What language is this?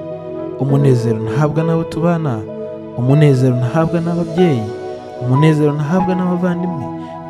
Kinyarwanda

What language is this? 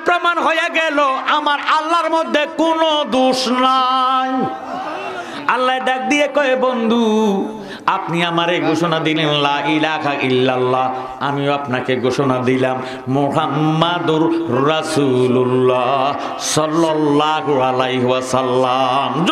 Bangla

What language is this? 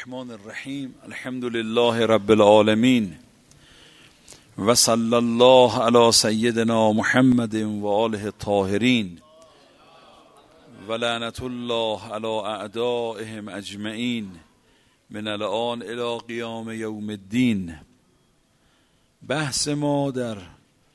Persian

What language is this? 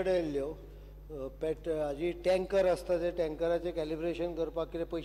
Konkani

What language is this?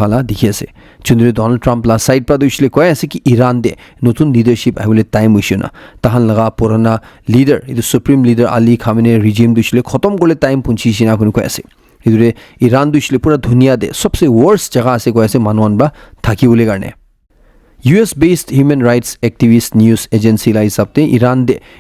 Naga Pidgin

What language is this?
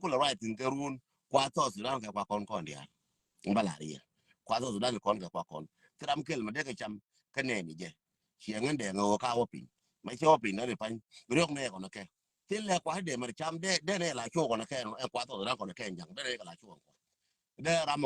Nuer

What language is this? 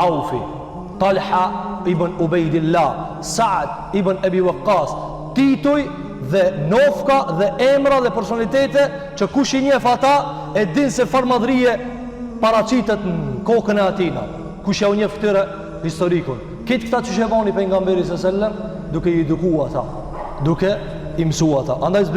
Albanian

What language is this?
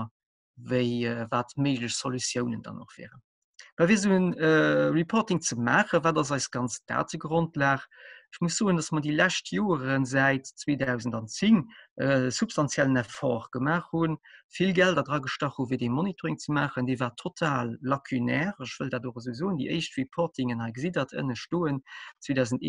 Luxembourgish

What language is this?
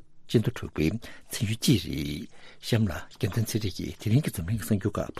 Tibetan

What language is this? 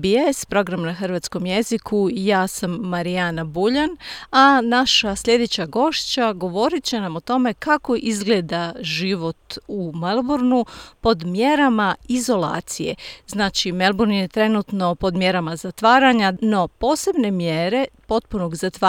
Croatian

